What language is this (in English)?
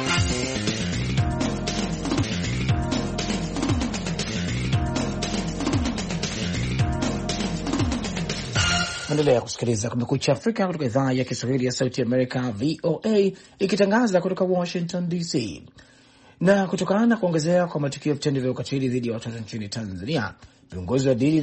Swahili